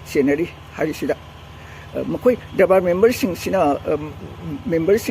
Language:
Manipuri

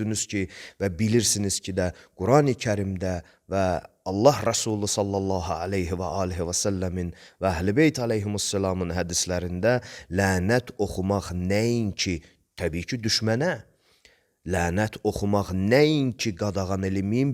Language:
Azerbaijani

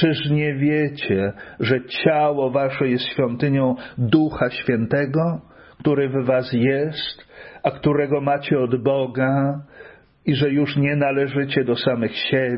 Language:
Polish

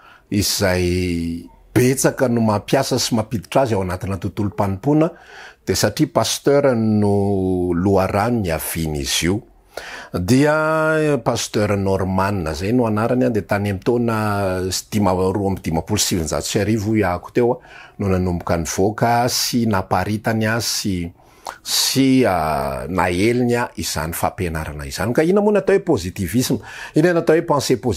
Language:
Malagasy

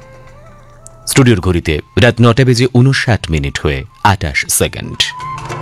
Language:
Bangla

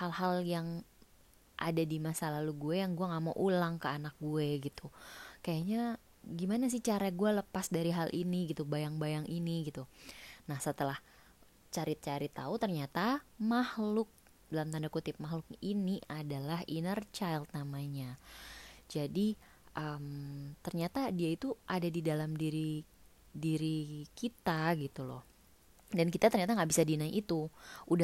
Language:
Indonesian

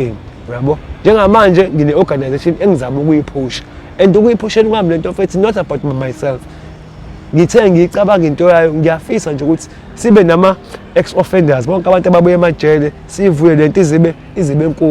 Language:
Zulu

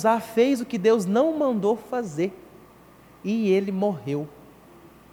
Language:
Portuguese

